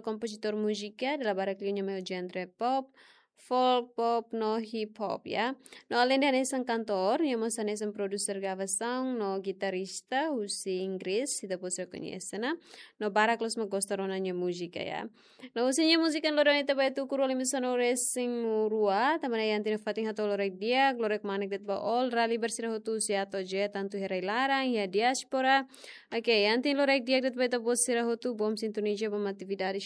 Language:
Tetum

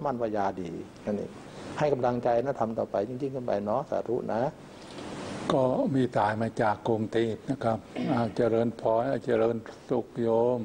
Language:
Thai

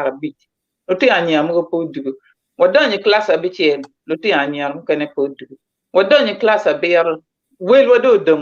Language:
Acoli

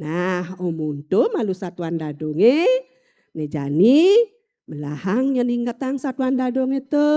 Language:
Balinese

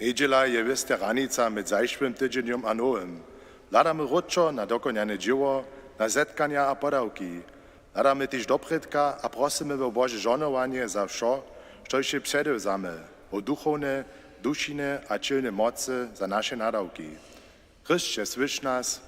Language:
Upper Sorbian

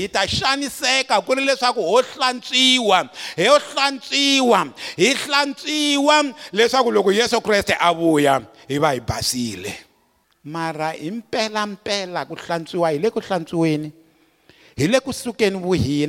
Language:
Tsonga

